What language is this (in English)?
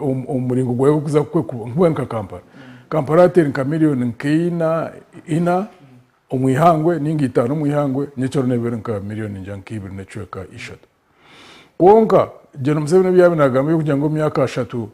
Nyankole